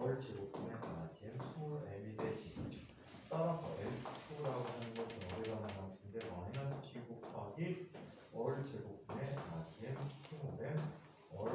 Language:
Korean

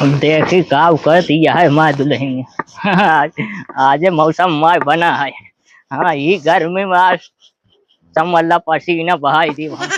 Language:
Awadhi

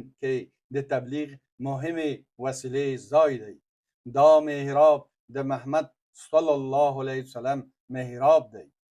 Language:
Pashto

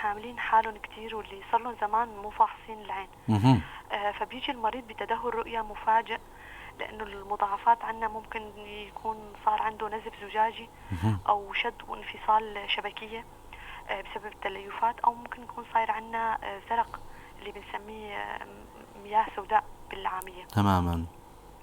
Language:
North Levantine Arabic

